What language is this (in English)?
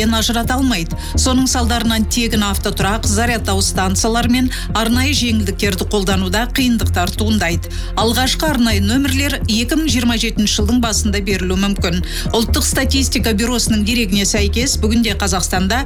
Kazakh